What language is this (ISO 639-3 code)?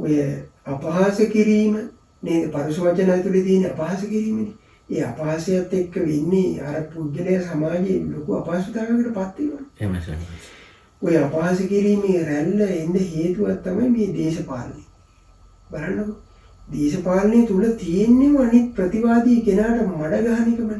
sin